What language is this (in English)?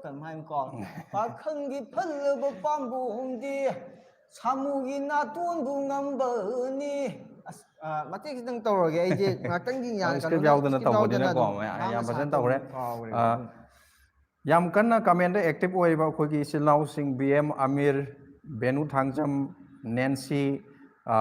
Manipuri